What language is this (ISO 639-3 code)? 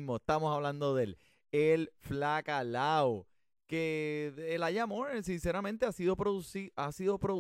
spa